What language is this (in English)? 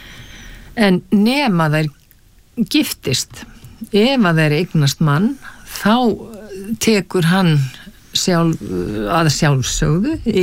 Icelandic